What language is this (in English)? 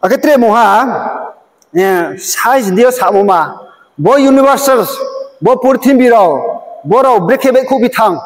Riang (India)